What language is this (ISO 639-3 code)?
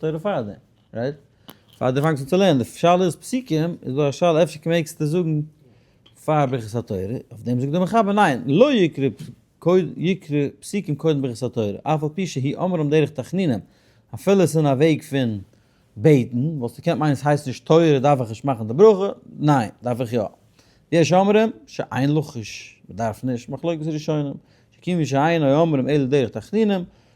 yid